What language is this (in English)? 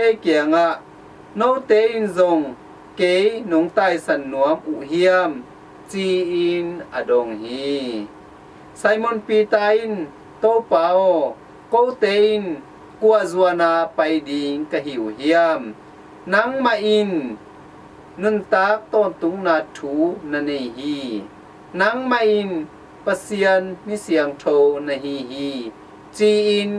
Tedim Chin